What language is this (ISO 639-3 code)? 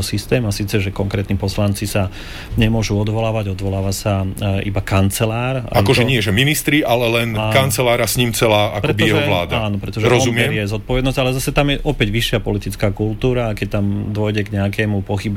slk